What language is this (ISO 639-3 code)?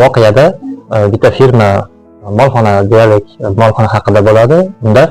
uzb